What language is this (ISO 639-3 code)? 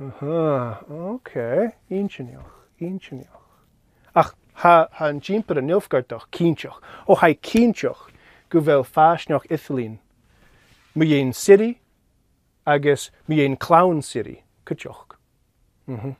gla